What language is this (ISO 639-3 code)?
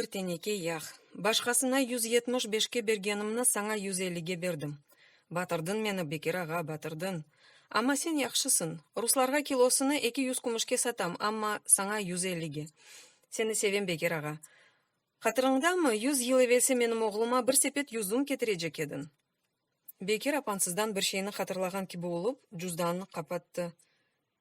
crh